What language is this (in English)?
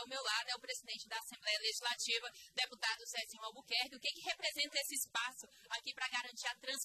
Portuguese